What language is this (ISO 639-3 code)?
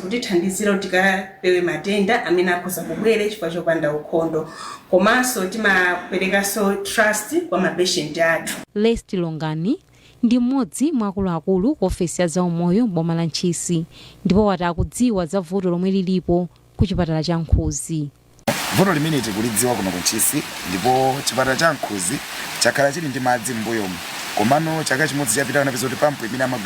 nya